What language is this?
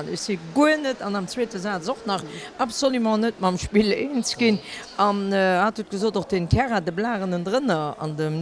Luxembourgish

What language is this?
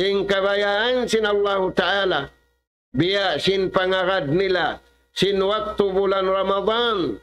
Tausug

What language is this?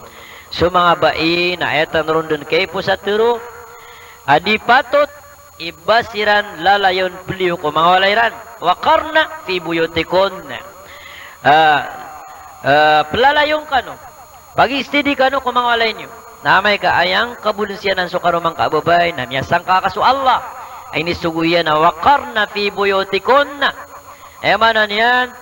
Maranao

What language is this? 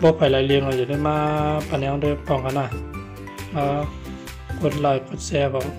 Shan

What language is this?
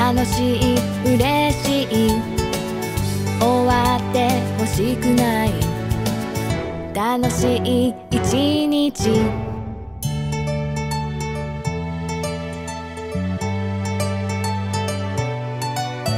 Japanese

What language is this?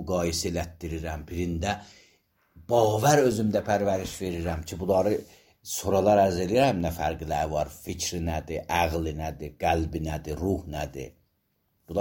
Azerbaijani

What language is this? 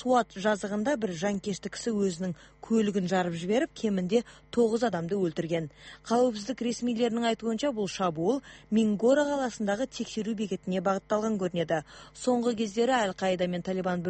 Kyrgyz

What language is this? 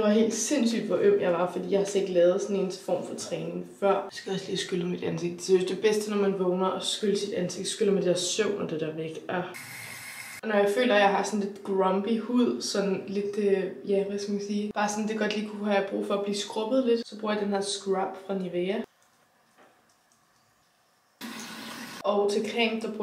Danish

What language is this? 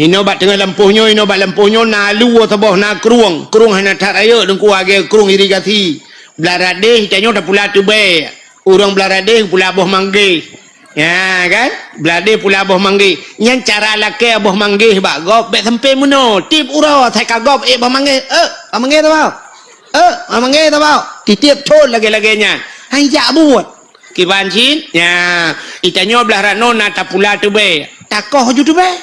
Achinese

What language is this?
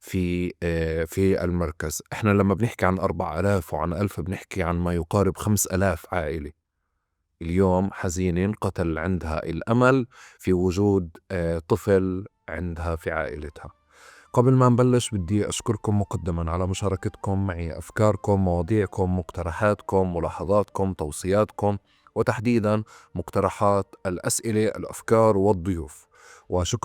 North Levantine Arabic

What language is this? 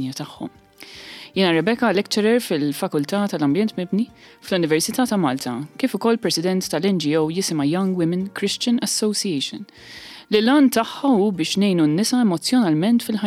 Maltese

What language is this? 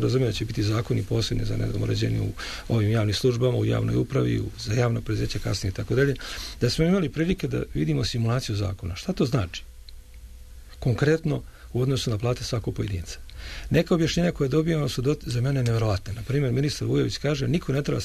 Serbian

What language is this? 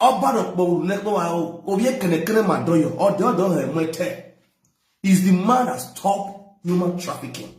Nigerian Pidgin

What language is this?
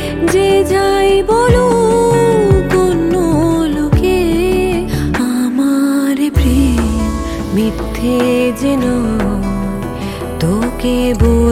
Bangla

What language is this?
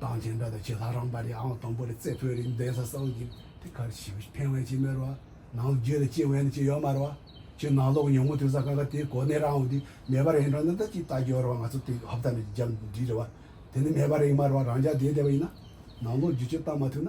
Tibetan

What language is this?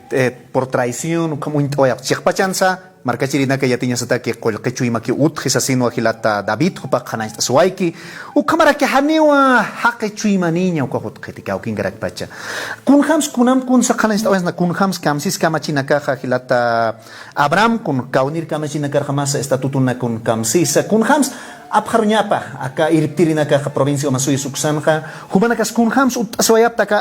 Aymara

